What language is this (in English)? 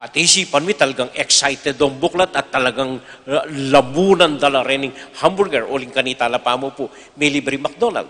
Pampanga